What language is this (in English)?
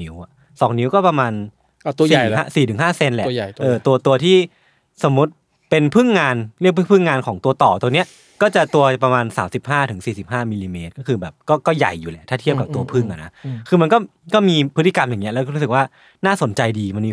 Thai